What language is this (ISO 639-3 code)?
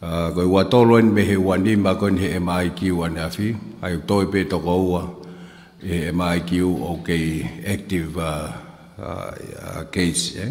ton